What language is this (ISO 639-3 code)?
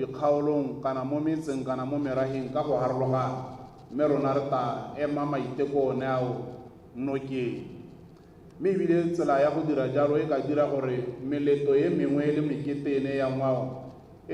tsn